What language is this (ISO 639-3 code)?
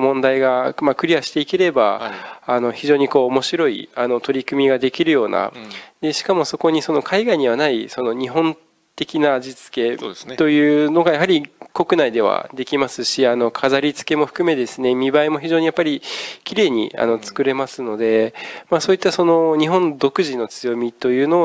jpn